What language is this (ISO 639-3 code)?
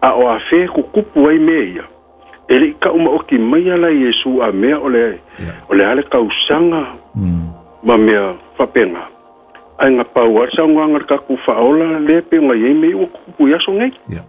smo